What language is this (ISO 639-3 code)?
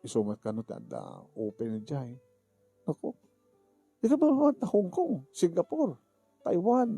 ilo